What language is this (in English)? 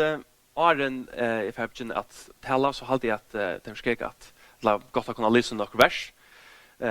Faroese